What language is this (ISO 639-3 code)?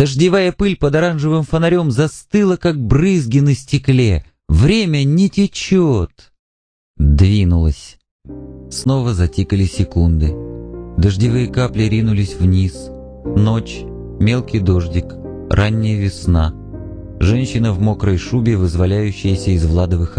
rus